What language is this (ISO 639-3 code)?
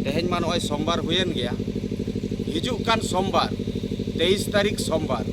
sat